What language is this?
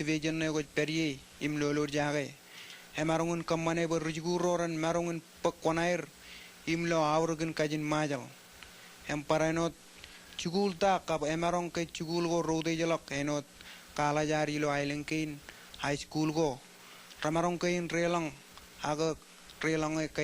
Marshallese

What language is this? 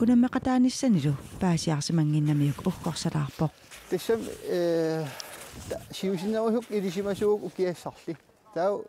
Kalaallisut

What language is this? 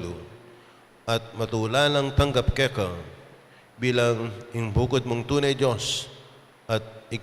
Pampanga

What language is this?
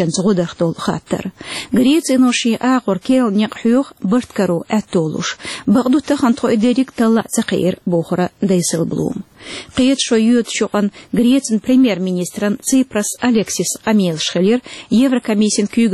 Chechen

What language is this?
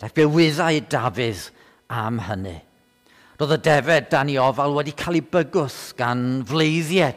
Welsh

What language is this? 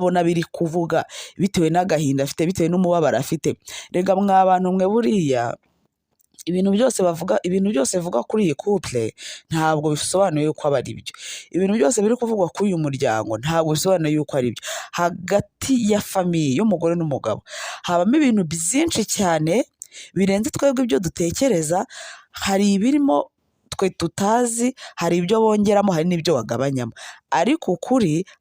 Kinyarwanda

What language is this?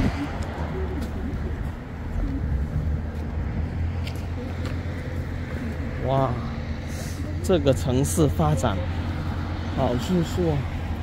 Chinese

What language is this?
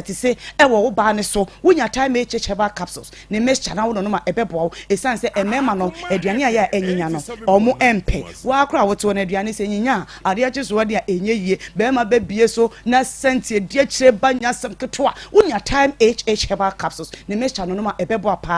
Akan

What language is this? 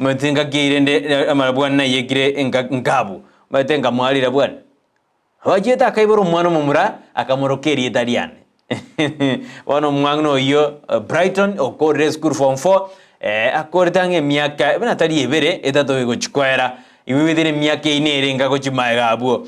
Gusii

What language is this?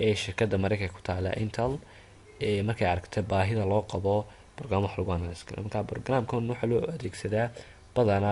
Somali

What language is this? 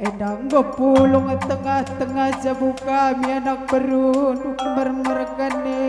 Batak Karo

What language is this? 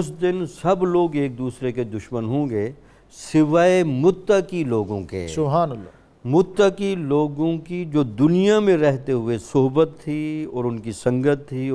Urdu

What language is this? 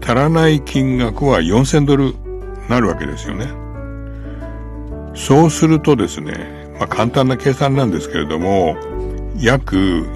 Japanese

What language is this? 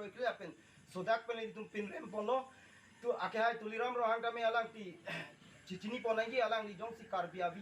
Karbi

